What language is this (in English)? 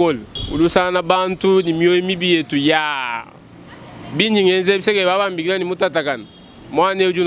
Luba-Lulua